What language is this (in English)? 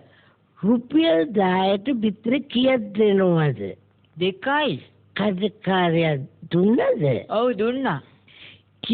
Sinhala